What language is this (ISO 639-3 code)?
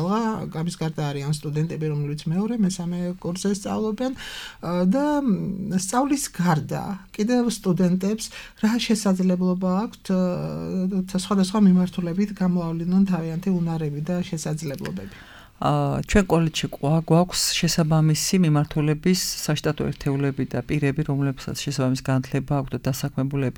kat